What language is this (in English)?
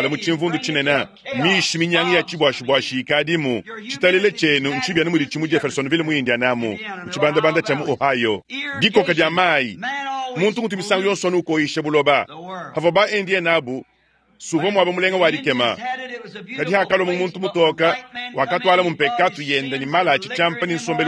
Luba-Lulua